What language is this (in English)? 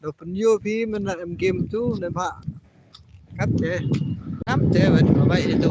Khasi